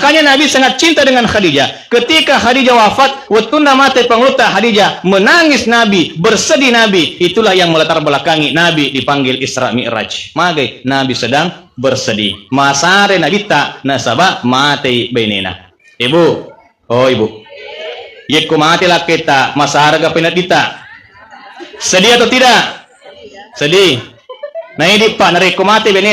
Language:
Buginese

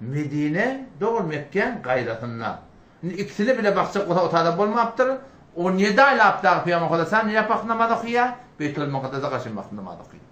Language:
Turkmen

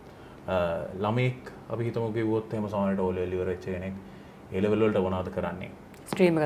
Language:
Sinhala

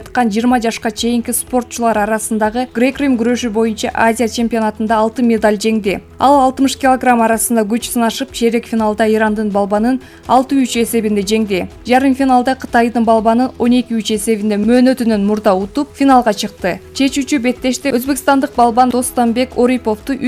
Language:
Kyrgyz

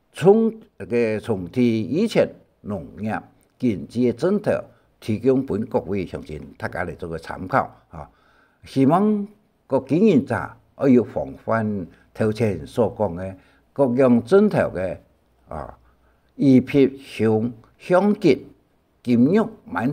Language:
Hakka Chinese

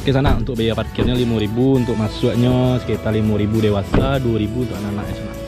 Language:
Minangkabau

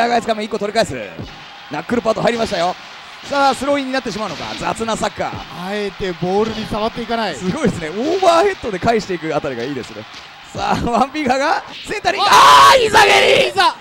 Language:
Japanese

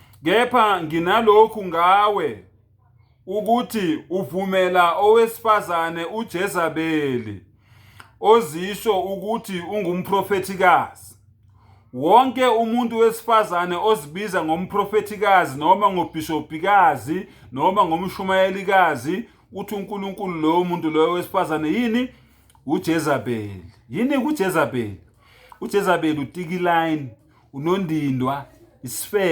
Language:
Zulu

